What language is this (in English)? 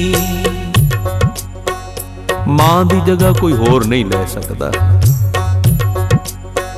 Punjabi